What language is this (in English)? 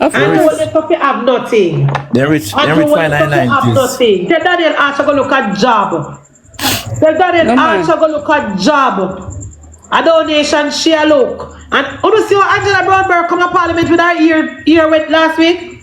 Jamaican Creole English